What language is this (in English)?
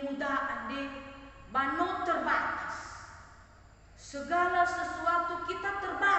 Nias